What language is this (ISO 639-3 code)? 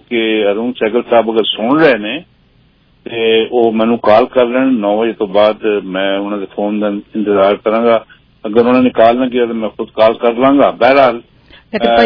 pan